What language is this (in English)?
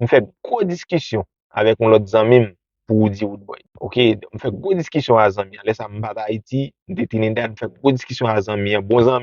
Haitian Creole